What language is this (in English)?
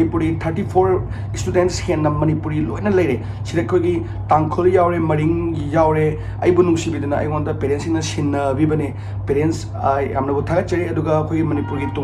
Manipuri